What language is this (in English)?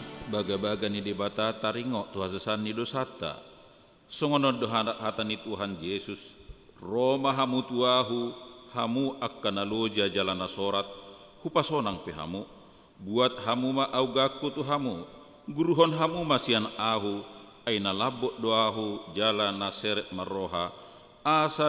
Batak Toba